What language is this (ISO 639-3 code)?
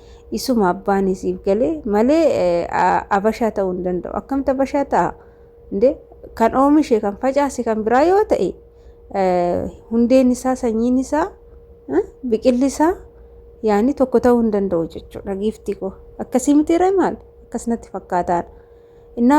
orm